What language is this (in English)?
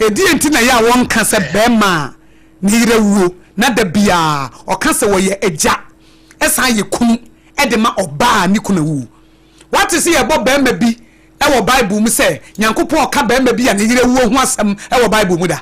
Akan